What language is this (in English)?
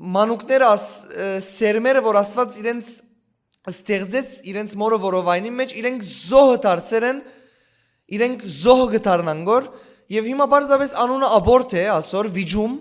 Western Armenian